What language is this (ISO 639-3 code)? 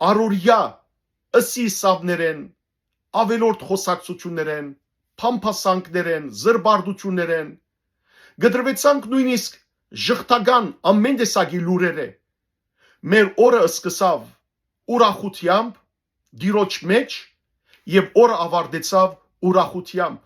hyw